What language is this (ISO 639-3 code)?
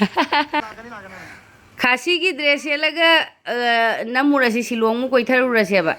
mni